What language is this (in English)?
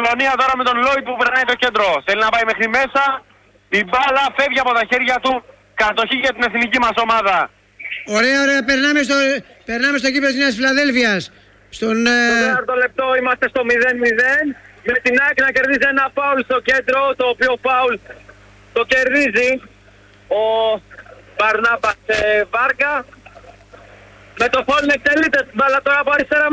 Greek